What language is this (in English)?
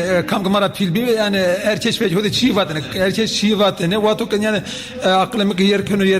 Zaza